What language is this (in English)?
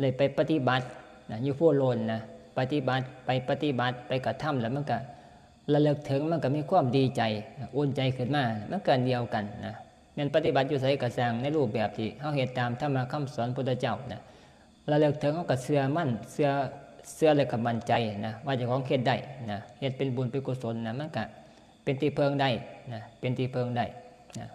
Northeastern Thai